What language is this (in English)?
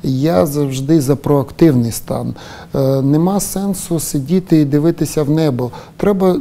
Ukrainian